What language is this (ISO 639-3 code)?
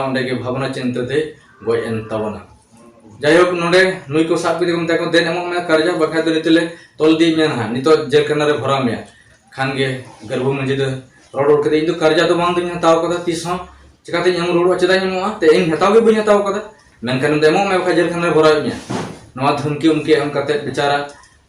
sat